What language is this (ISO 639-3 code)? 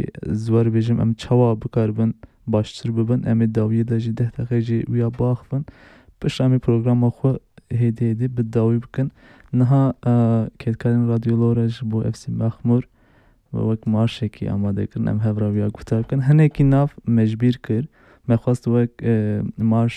kur